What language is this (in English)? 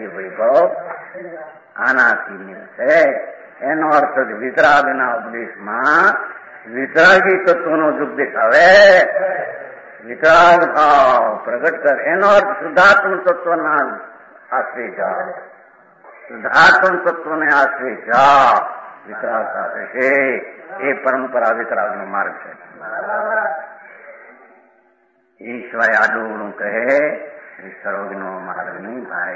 Gujarati